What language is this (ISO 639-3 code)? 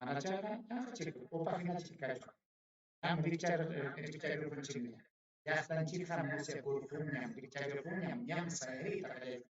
quy